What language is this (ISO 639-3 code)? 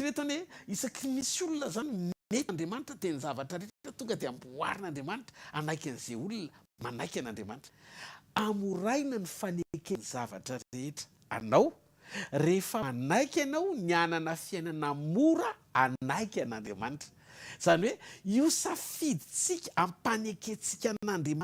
mlg